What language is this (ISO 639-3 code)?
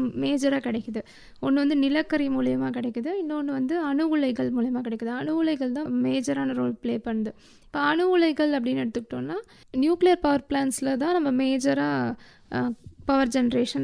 tam